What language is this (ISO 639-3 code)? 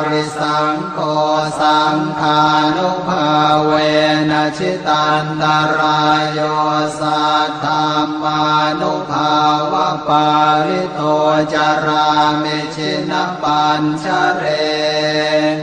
pli